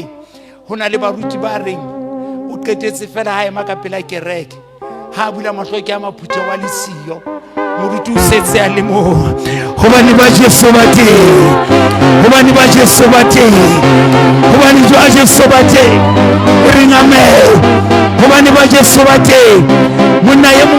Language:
Southern Sotho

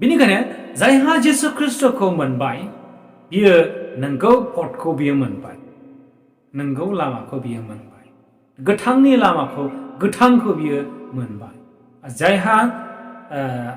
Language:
Bodo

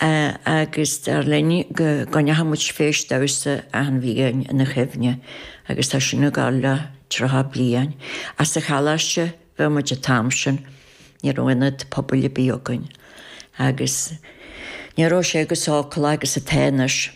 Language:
Irish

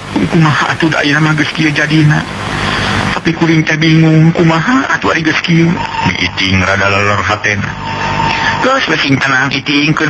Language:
Sundanese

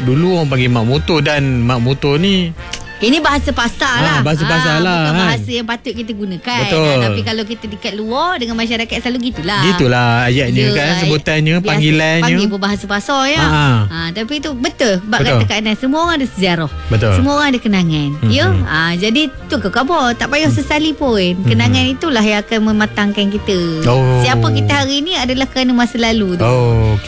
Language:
Malay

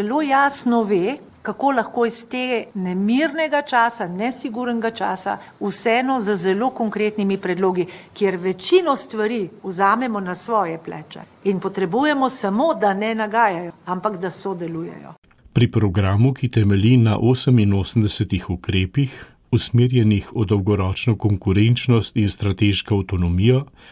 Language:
Slovenian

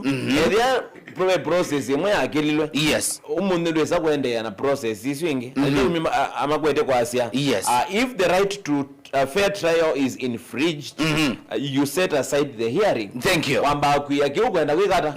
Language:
Kamba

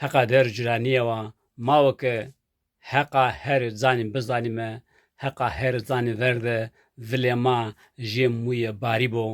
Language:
Zaza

